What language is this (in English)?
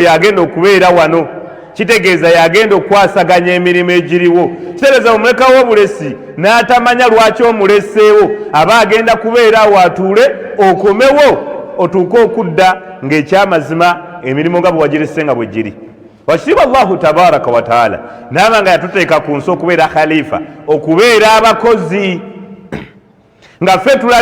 Ganda